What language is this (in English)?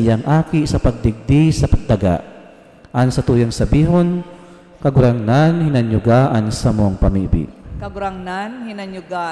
Bikol